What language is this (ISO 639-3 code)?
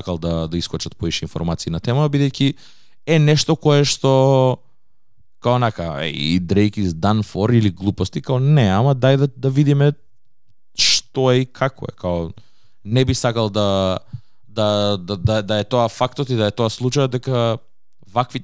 mkd